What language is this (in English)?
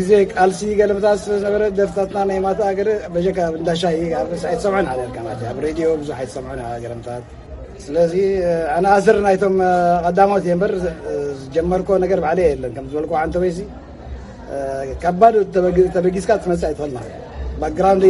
Tigrinya